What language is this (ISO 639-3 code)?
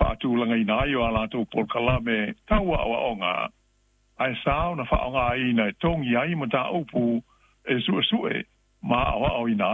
smo